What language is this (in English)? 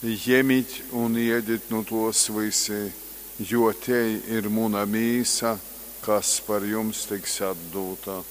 Latgalian